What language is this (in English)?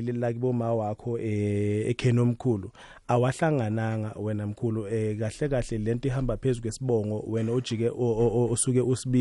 South Ndebele